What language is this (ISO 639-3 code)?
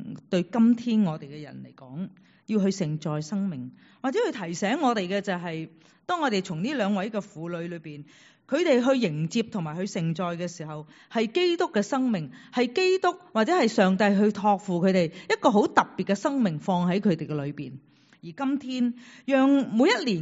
yue